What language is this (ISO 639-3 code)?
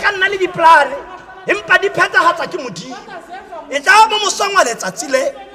tsn